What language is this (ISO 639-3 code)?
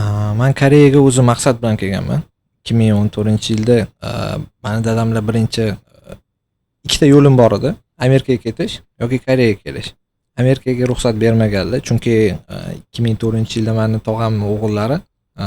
uzb